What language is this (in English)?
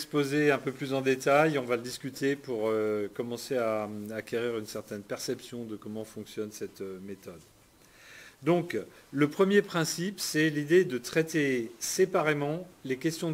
French